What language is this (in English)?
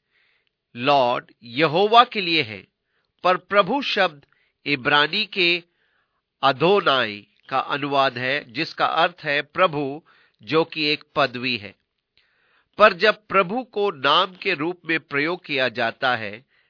Hindi